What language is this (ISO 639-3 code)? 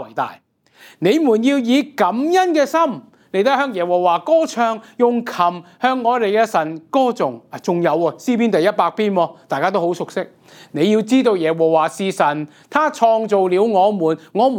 yue